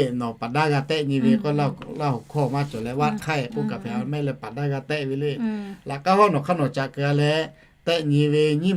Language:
Lahu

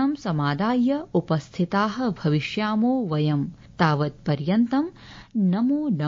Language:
Sanskrit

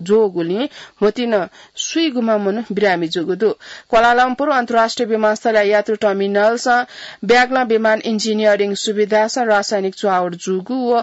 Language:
Newari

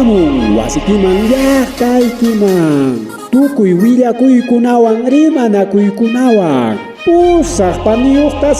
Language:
Ayacucho Quechua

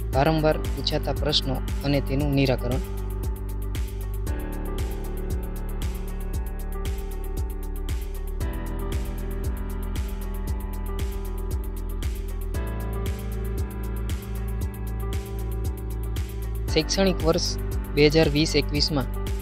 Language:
Gujarati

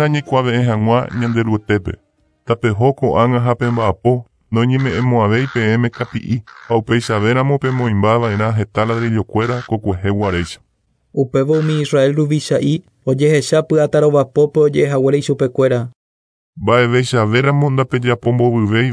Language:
Guarani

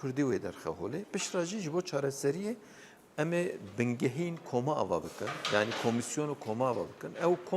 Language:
Kurdish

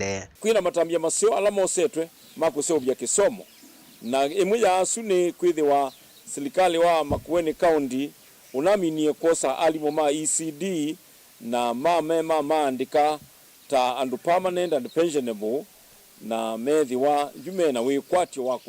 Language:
Kamba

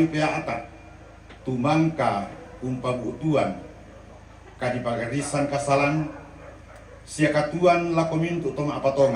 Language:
Toraja-Sa'dan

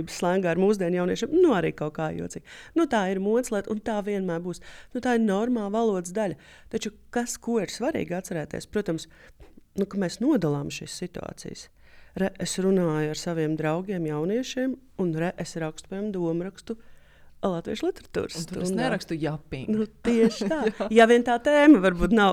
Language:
Latvian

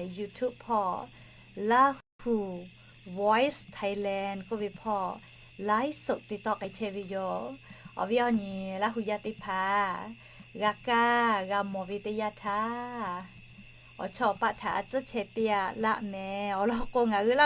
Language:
Lahu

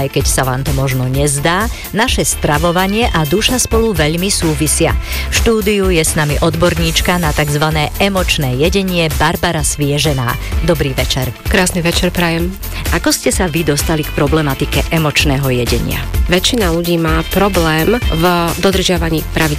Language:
Slovak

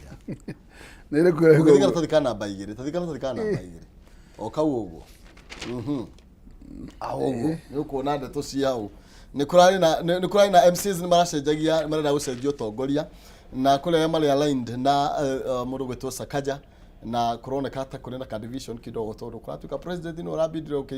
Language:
Kikuyu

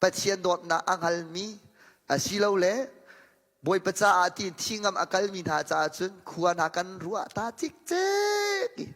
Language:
Hakha Chin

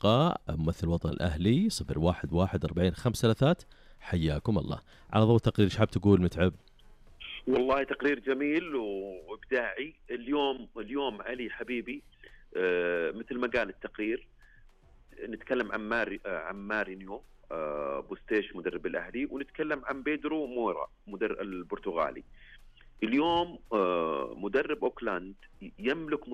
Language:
Najdi Arabic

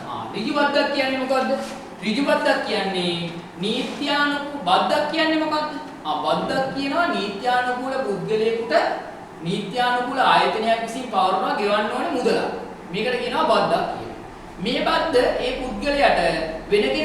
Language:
Sinhala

